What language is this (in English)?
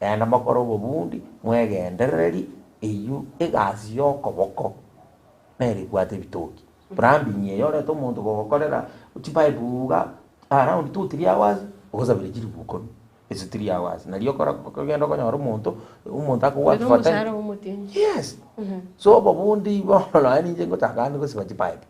Gusii